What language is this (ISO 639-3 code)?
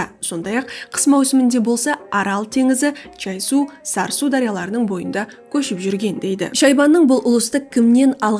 kaa